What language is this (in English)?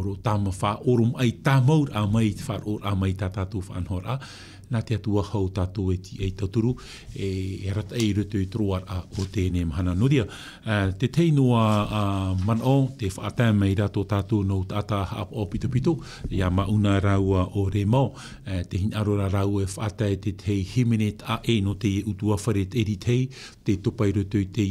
Tahitian